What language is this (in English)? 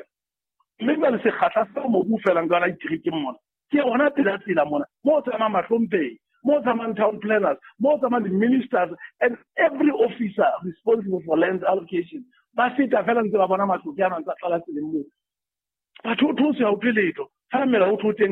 Southern Sotho